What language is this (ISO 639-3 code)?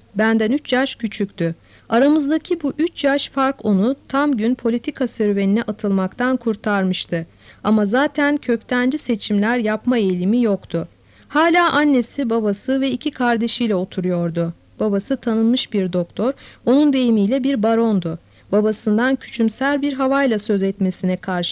tur